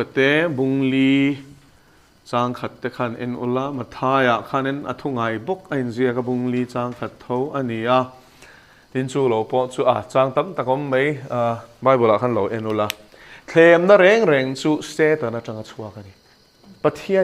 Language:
Mizo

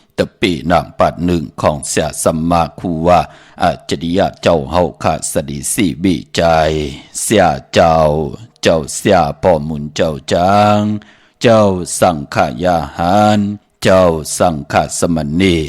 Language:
Shan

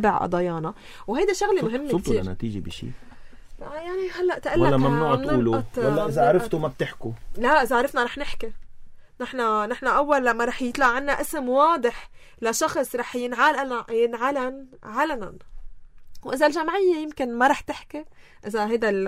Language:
North Levantine Arabic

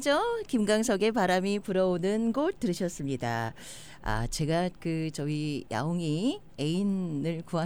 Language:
Korean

